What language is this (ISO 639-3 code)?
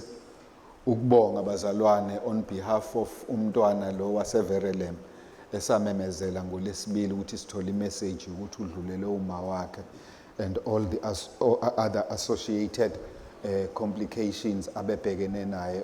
zul